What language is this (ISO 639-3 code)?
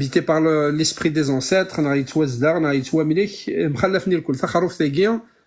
kab